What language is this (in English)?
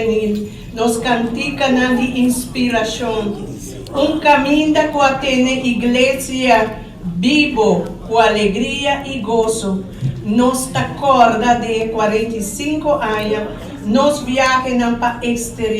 Papiamento